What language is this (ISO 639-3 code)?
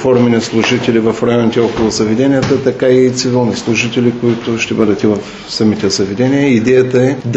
bul